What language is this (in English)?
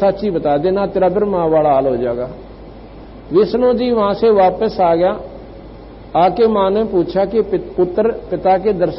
Hindi